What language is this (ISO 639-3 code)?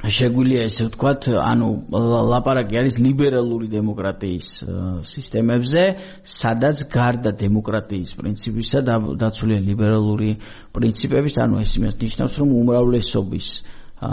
kat